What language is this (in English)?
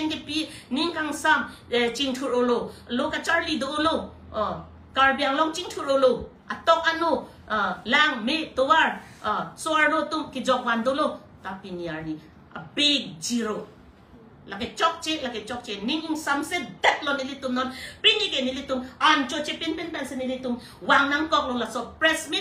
Karbi